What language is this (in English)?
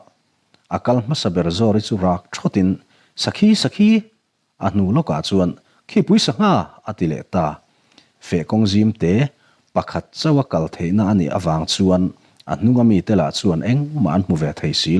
Mizo